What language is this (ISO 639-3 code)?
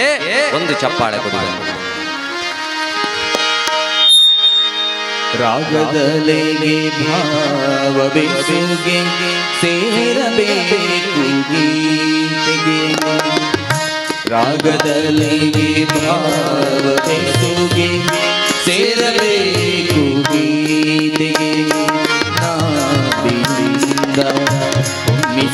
kan